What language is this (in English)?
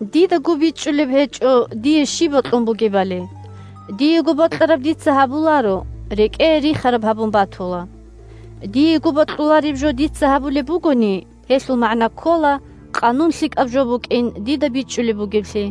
Avaric